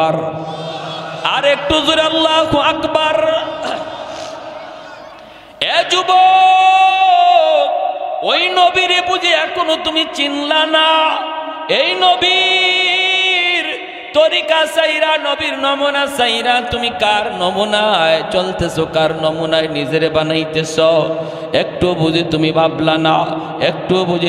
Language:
Bangla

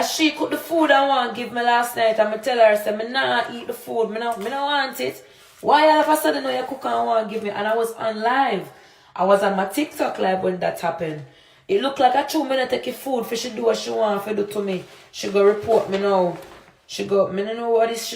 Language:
Jamaican Creole English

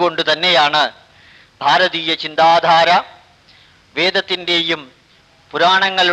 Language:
Malayalam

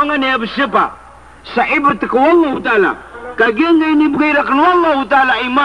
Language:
Maranao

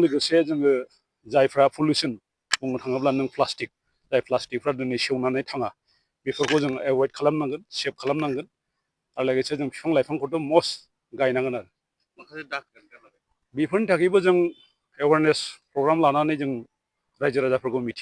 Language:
Bodo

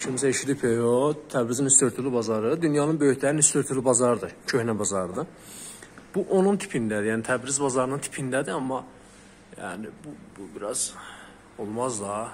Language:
South Azerbaijani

